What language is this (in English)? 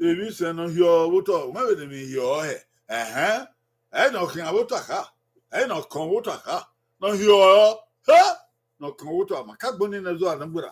Bini